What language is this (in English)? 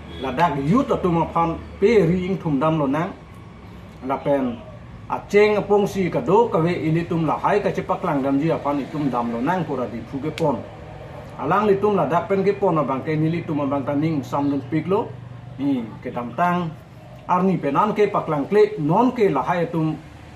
Karbi